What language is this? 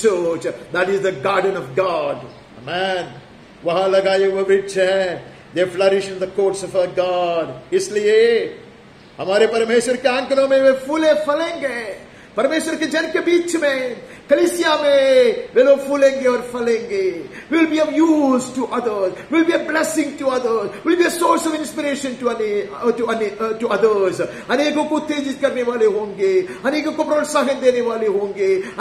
Hindi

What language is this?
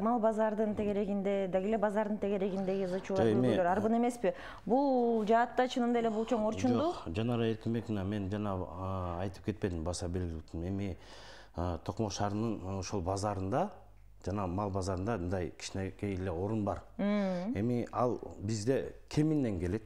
Kyrgyz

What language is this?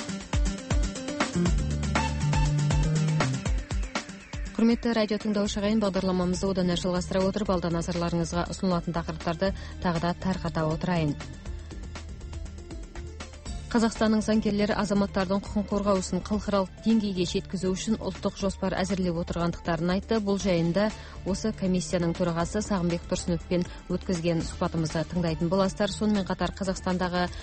Kazakh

